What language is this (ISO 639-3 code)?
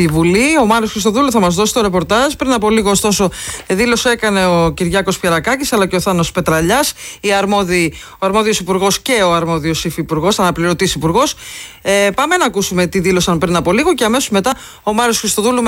ell